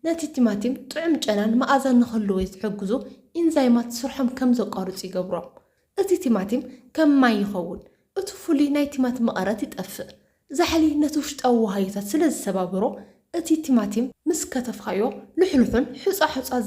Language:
Tigrinya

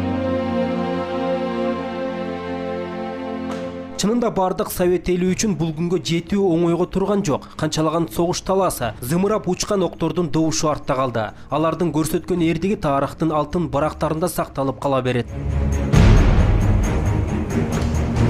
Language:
Kyrgyz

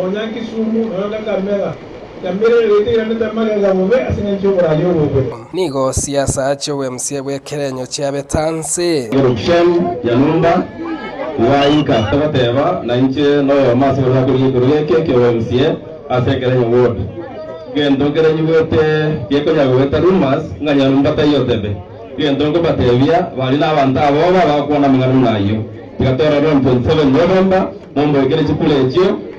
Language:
Gusii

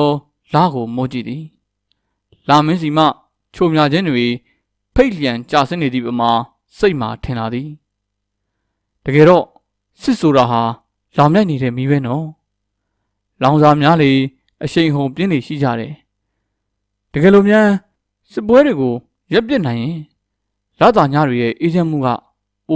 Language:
Burmese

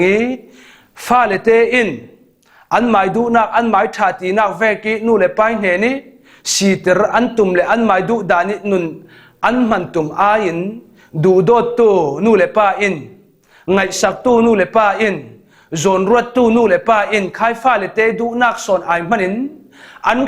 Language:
Falam Chin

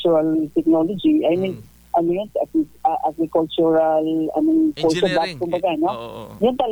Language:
Filipino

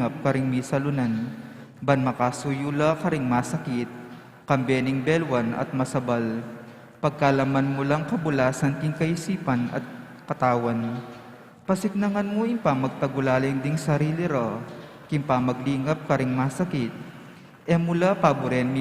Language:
Pampanga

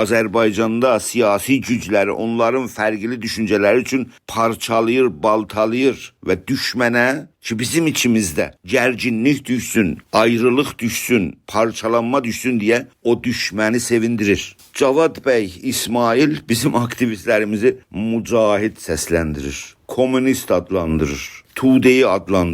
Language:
South Azerbaijani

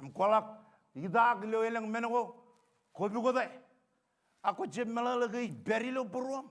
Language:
Marshallese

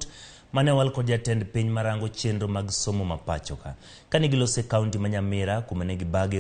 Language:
Luo (Kenya and Tanzania)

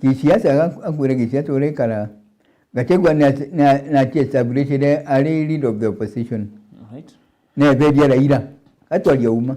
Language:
Meru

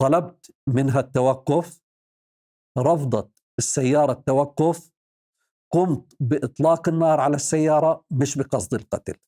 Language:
North Levantine Arabic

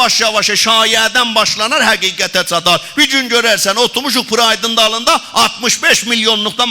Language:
South Azerbaijani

